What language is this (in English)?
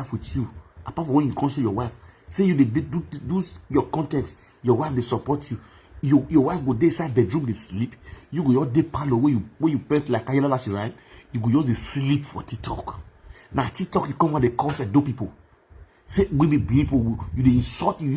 Nigerian Pidgin